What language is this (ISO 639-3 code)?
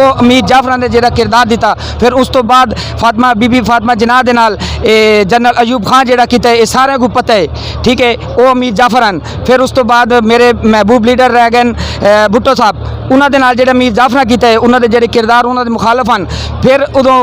skr